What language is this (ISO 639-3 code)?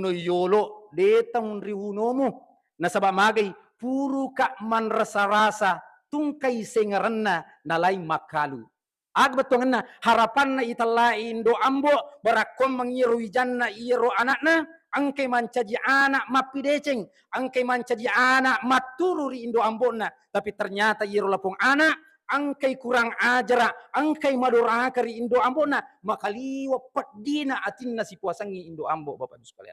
bug